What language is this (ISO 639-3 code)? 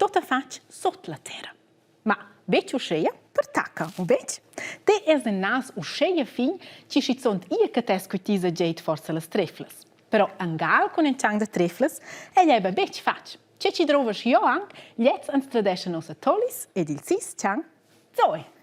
roh